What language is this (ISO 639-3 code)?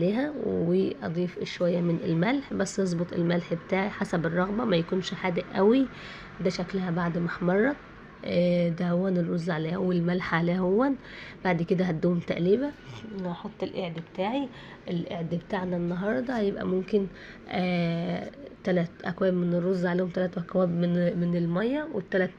arz